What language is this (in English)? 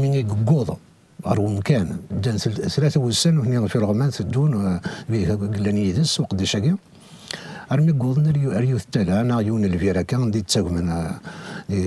Kabyle